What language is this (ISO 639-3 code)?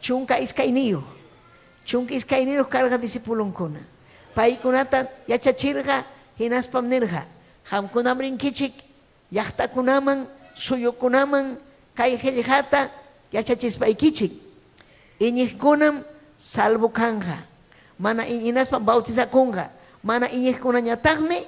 quy